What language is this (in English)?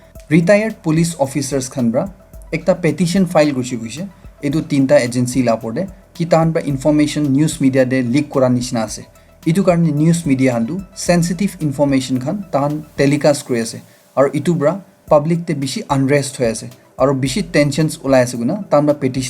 Naga Pidgin